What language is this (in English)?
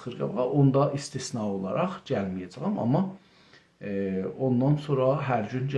South Azerbaijani